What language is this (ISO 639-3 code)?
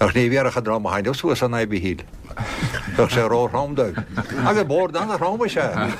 gle